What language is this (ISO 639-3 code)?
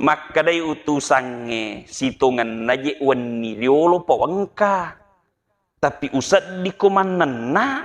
bug